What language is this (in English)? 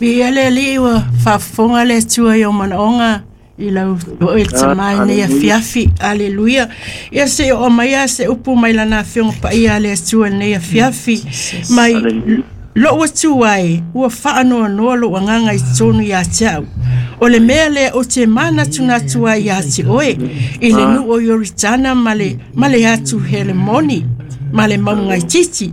Samoan